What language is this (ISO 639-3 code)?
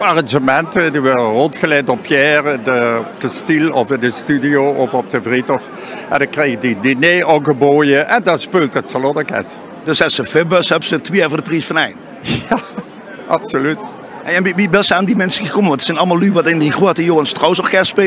lim